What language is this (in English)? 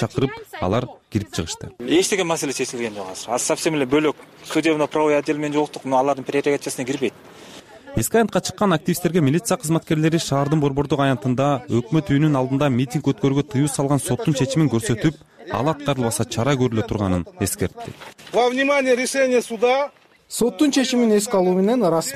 Kyrgyz